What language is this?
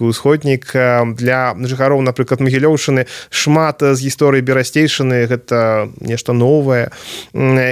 Belarusian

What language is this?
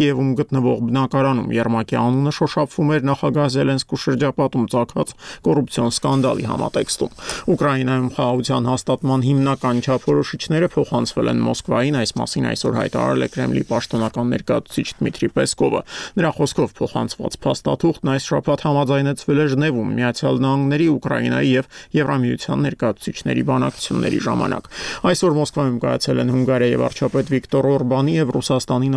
Armenian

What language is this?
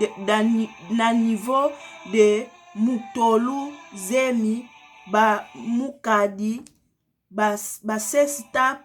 Lingala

